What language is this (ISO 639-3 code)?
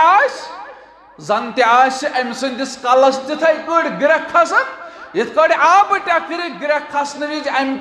kas